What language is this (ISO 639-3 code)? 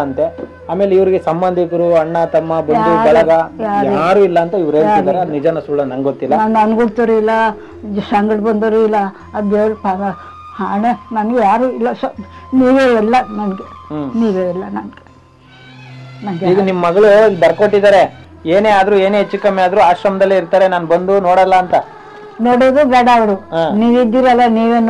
kan